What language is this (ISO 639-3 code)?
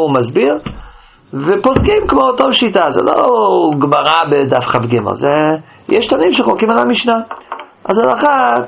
heb